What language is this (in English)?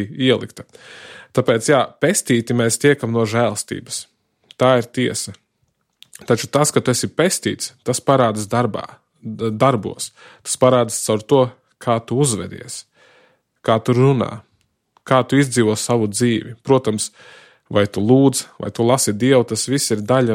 Latvian